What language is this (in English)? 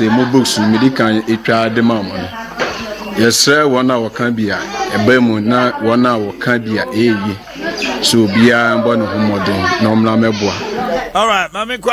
Akan